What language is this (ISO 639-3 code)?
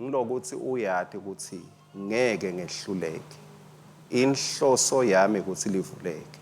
ssw